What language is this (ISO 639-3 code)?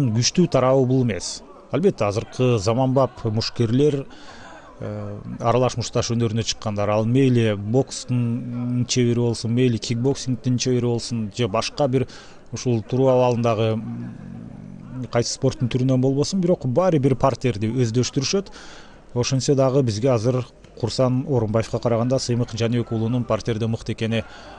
kir